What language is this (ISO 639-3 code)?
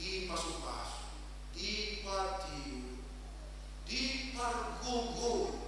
bbc